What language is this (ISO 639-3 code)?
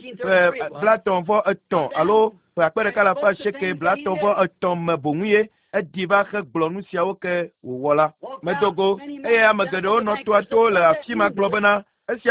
ewe